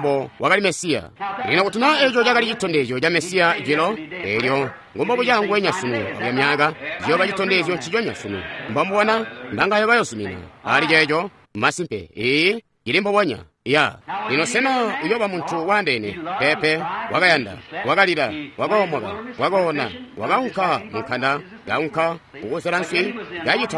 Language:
Tonga (Zambia)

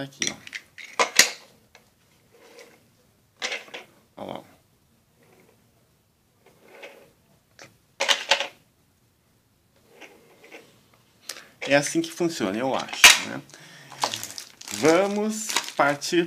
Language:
Portuguese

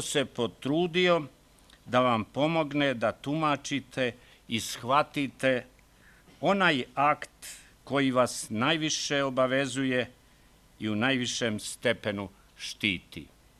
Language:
Croatian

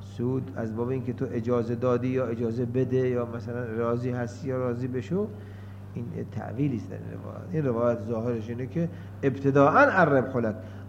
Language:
Persian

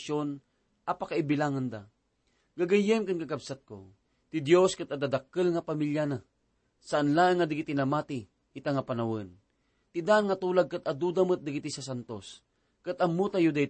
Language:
Iloko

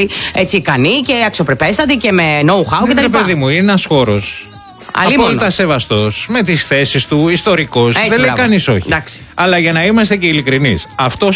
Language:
Greek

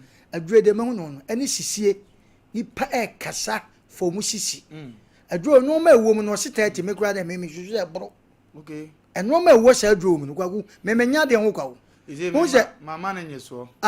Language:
Akan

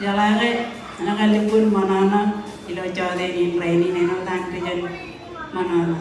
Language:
Marshallese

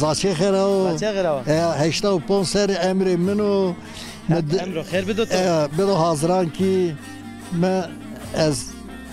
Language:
Zaza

